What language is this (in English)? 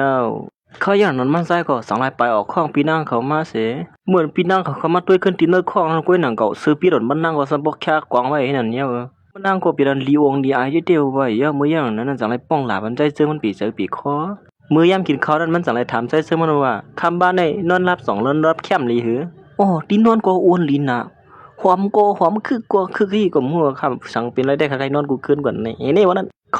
Shan